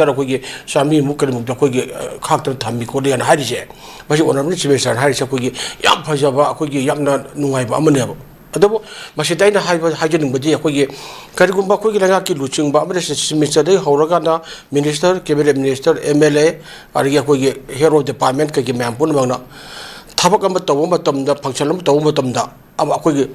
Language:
Manipuri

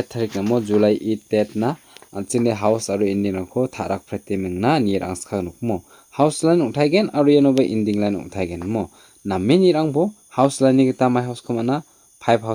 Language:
Garo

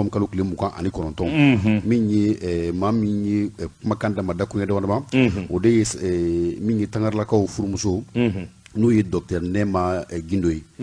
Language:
Bambara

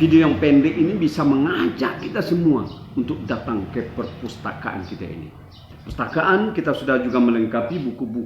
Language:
Minangkabau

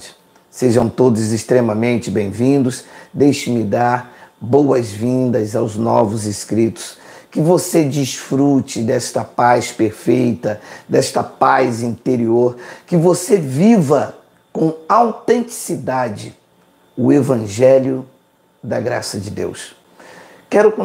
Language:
Portuguese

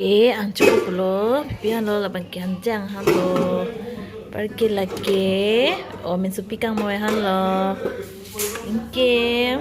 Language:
Karbi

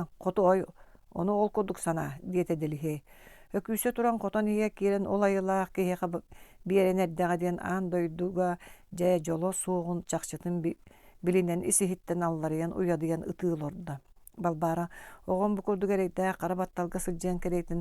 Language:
Yakut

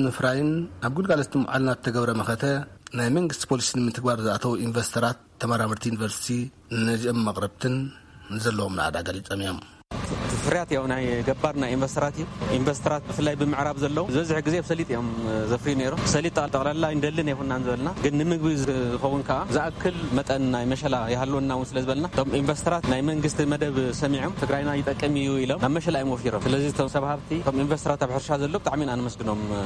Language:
Tigrinya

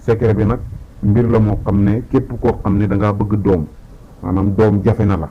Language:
Wolof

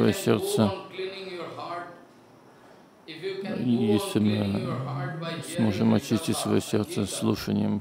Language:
Russian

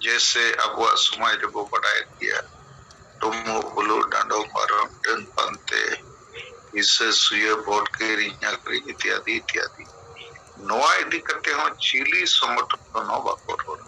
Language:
Santali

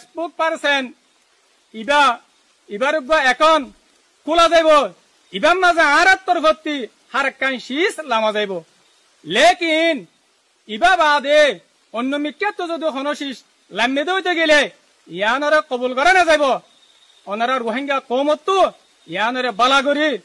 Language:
Rohingya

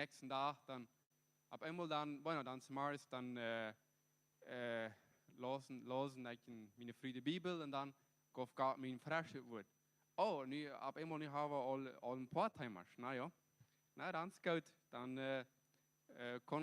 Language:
Plautdietsch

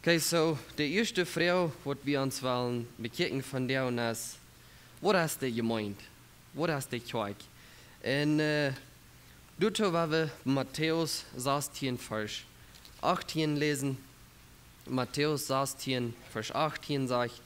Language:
Plautdietsch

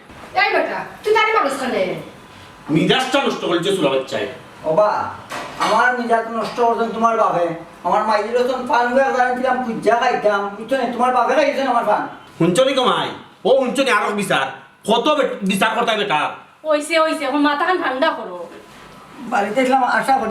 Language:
Sylheti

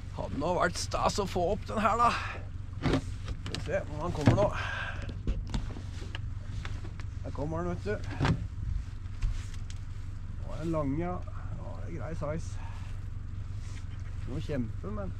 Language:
Norwegian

